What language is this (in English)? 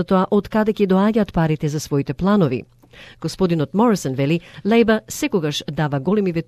Macedonian